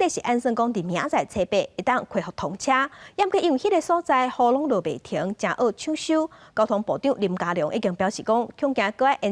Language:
Min Nan Chinese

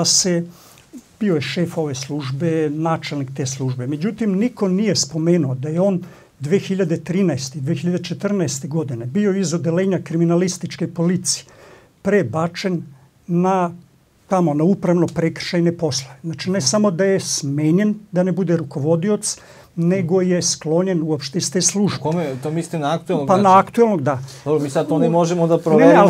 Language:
Serbian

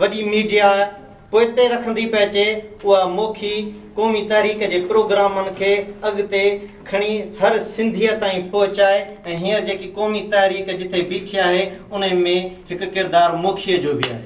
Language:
Sindhi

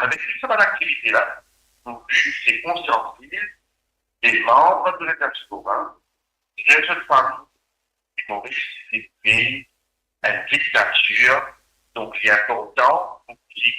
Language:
Morisyen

